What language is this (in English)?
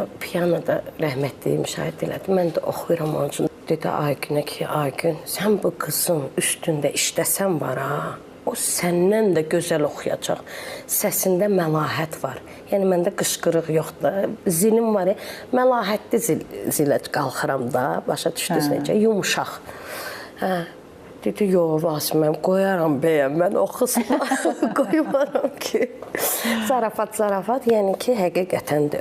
Azerbaijani